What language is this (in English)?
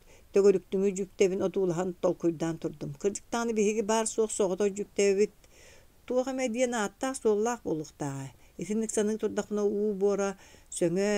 Yakut